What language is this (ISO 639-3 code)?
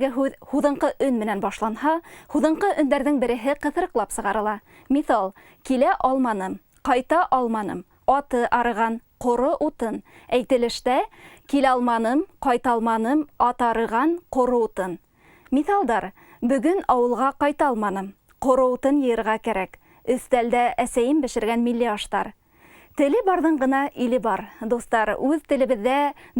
bak